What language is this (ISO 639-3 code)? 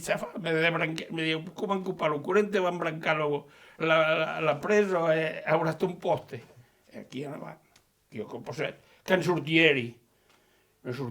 oci